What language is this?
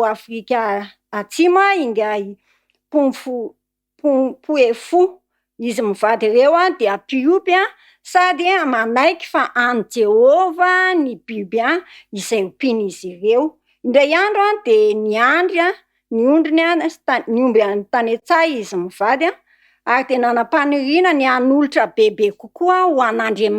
Malagasy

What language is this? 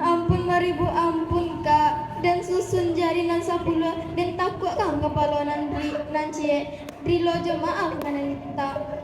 Minangkabau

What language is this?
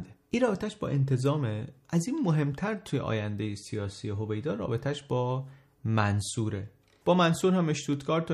Persian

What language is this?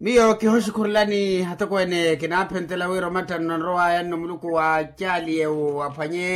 Makhuwa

